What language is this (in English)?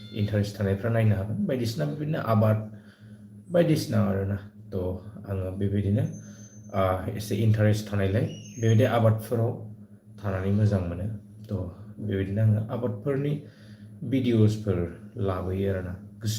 Bodo